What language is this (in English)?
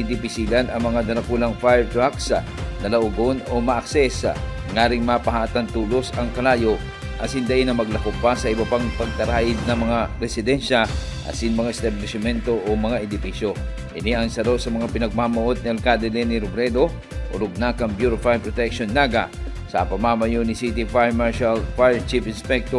Bikol